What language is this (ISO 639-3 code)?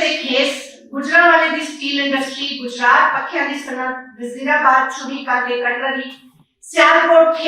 lah